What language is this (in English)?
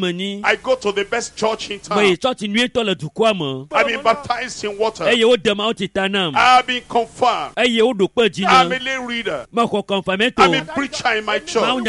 Ewe